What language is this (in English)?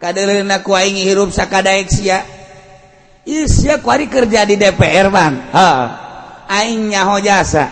Sundanese